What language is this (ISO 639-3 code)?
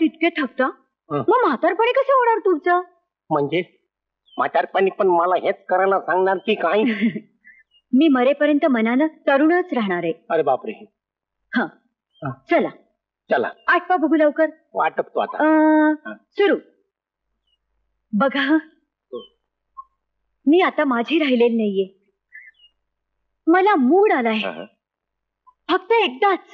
mar